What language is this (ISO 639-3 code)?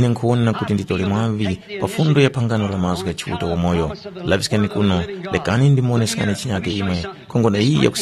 tum